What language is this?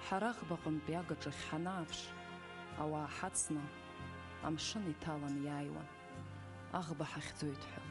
Abkhazian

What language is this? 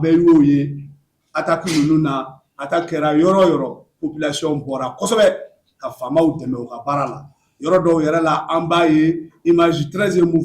Bambara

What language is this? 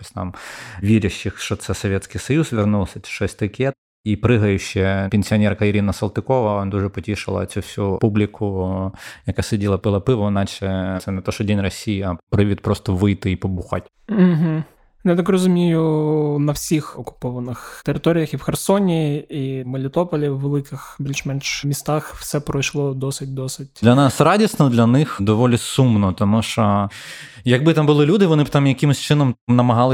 Ukrainian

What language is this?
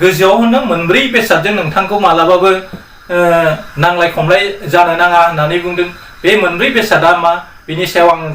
Bodo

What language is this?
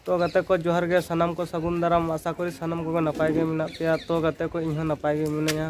Santali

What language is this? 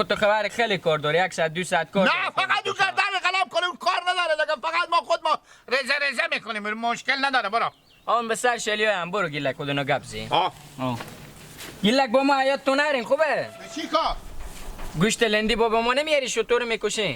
Hazaragi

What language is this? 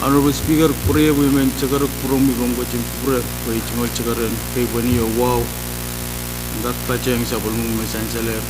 Pohnpeian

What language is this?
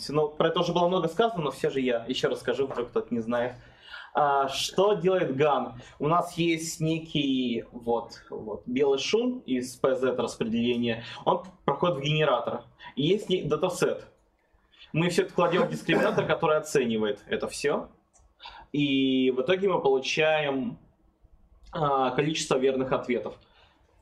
Russian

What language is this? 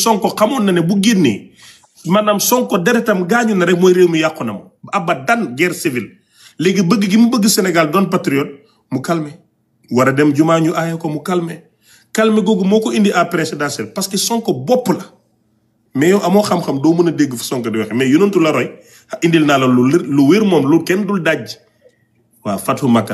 Wolof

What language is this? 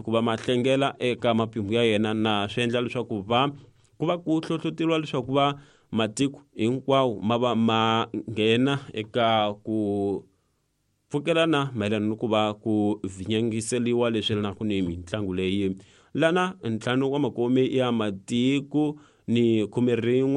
Tsonga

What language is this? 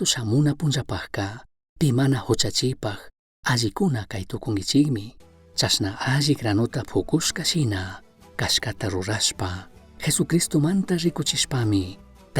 Chimborazo Highland Quichua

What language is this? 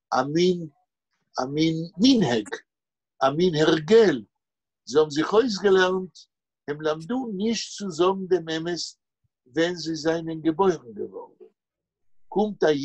Yiddish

